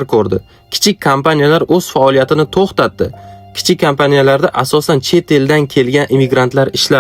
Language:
Uzbek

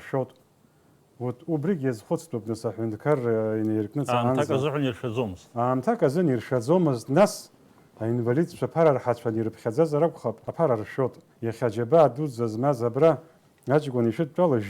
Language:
Abkhazian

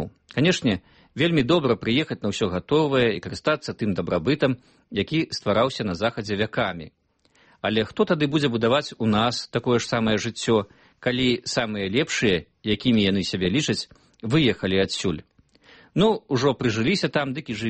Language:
Belarusian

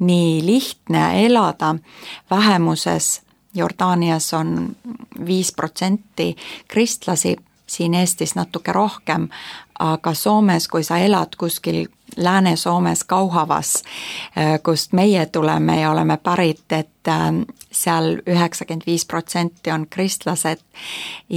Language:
Estonian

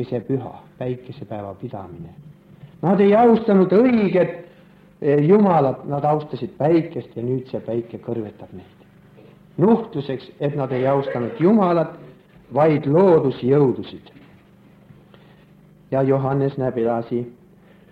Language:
Estonian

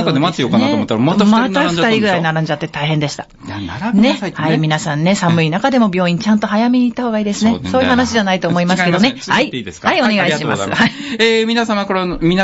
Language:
Japanese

